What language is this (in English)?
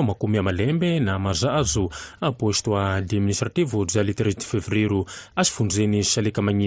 Tsonga